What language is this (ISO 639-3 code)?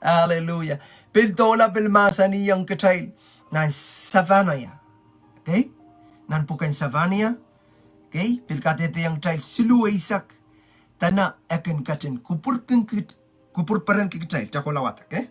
pon